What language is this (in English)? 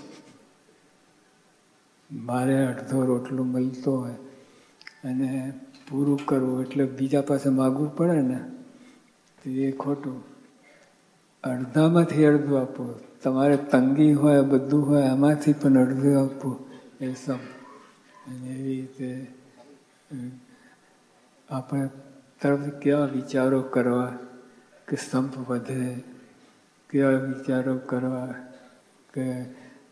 Gujarati